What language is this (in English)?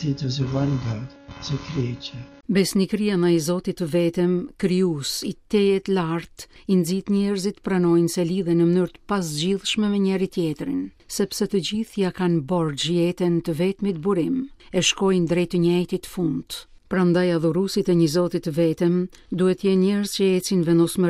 Albanian